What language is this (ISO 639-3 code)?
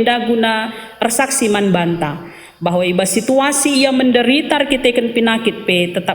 btx